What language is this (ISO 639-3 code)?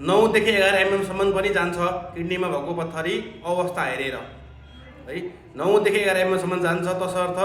nep